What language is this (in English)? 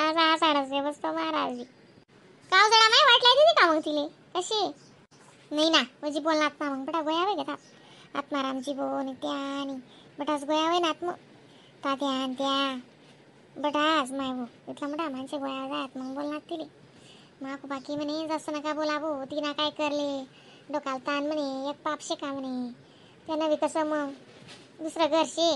Khandesi